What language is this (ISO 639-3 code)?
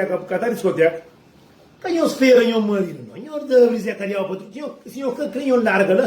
kea